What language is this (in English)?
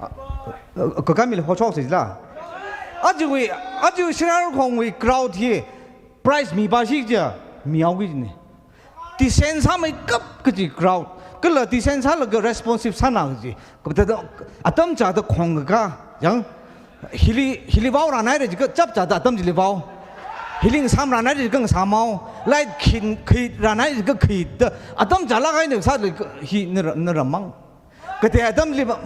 Tangkhul Naga (India)